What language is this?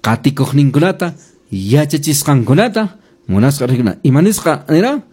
Quechua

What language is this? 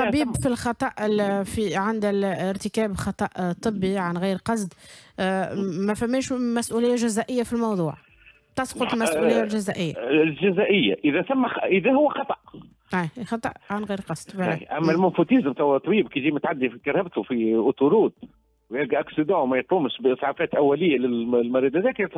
Tunisian Arabic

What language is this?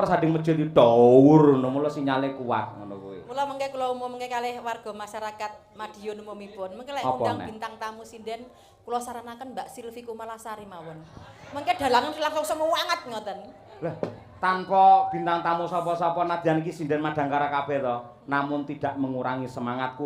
Javanese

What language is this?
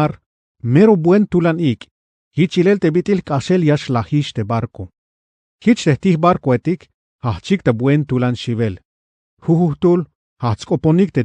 Tzeltal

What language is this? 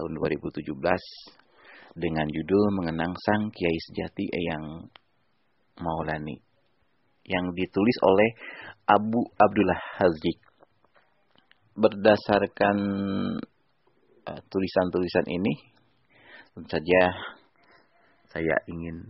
Indonesian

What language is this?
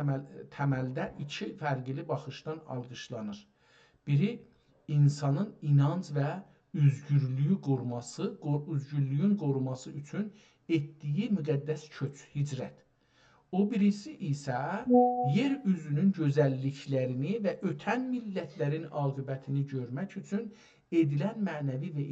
South Azerbaijani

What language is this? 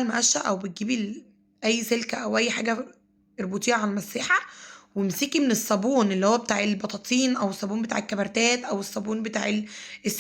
Egyptian Arabic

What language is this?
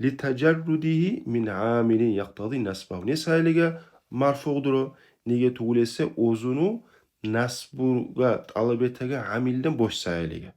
Kumyk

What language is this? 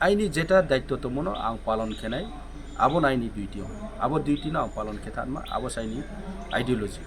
Kok Borok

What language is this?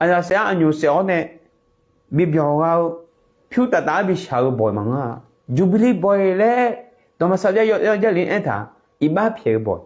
Akha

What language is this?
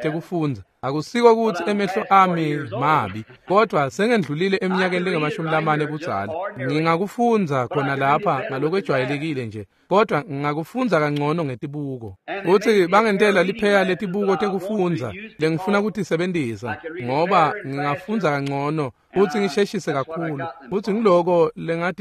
Swati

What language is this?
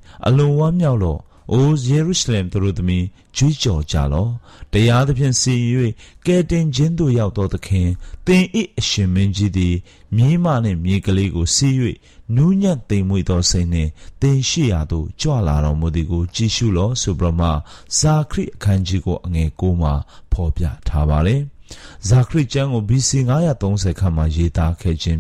Burmese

